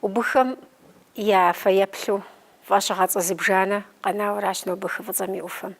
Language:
Kabardian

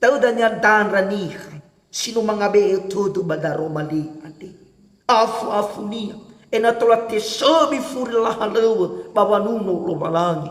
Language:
Nias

